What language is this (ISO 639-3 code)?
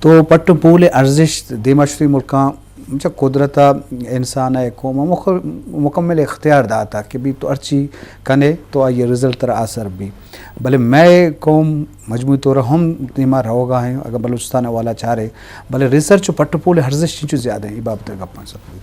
bgp